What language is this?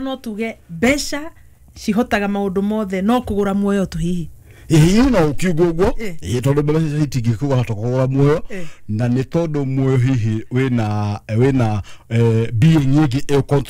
Kikuyu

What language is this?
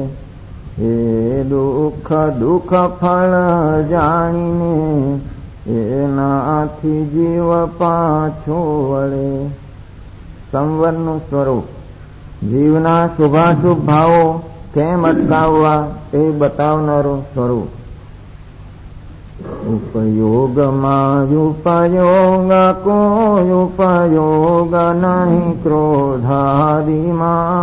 Gujarati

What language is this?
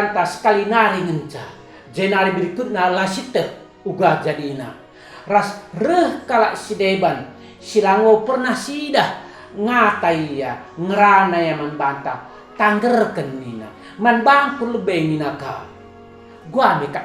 Batak Karo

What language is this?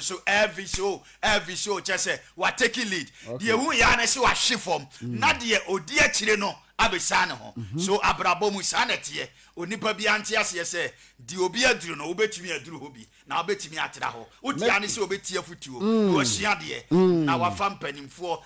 Akan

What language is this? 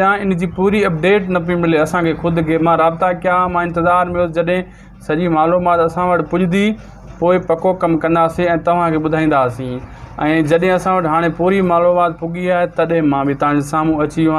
Sindhi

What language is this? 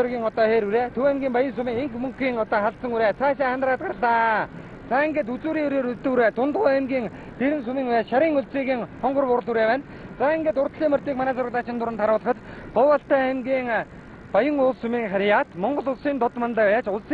Mongolian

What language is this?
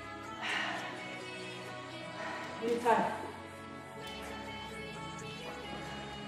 Norwegian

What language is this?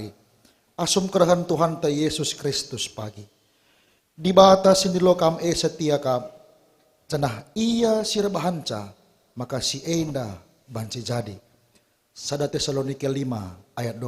Batak Karo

